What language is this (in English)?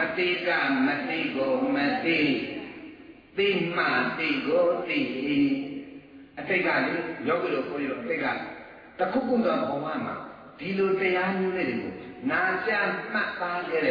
Burmese